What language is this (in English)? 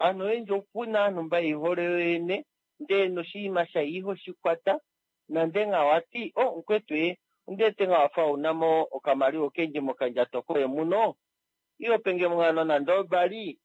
Kuanyama